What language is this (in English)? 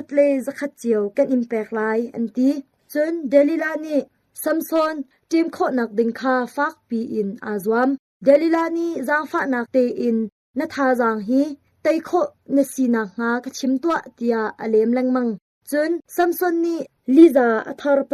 Hakha Chin